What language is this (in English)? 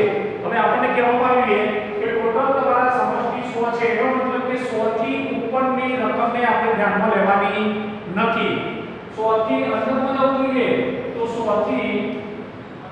Gujarati